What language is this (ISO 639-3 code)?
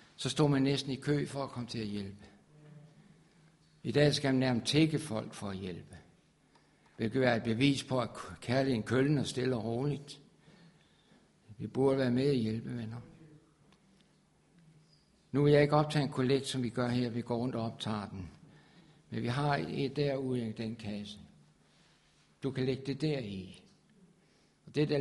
dan